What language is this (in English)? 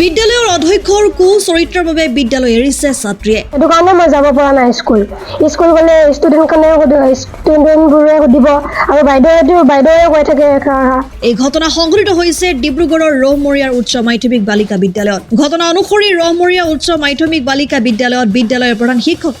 Assamese